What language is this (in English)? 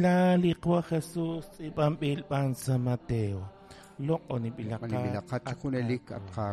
Kekchí